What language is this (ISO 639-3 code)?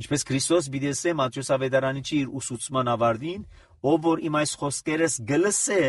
hye